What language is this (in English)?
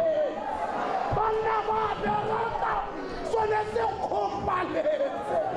Tswana